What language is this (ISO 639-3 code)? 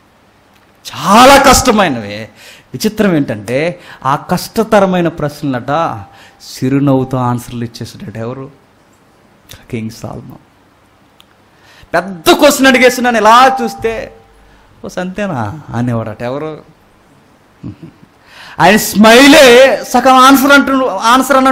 tel